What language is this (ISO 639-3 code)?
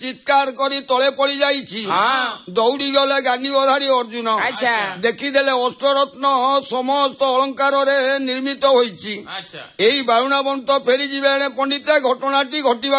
ori